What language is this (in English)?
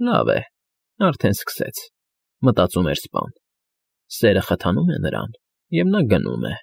Armenian